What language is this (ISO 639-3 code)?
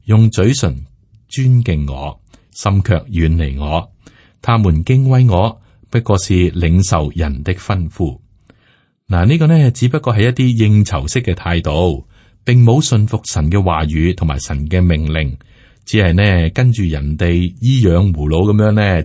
yue